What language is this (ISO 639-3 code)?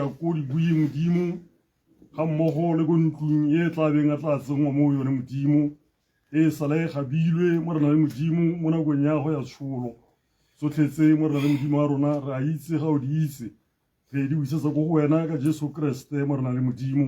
tsn